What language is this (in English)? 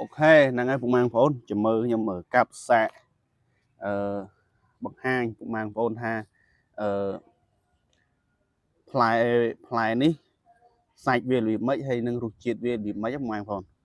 Khmer